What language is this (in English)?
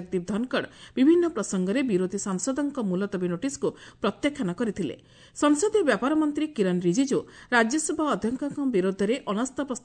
Odia